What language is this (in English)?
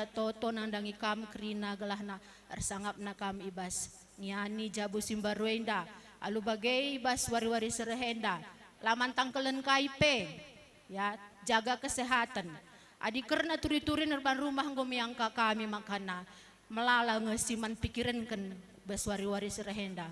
Batak Karo